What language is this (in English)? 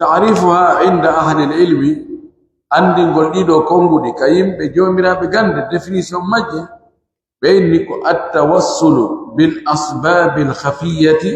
Pular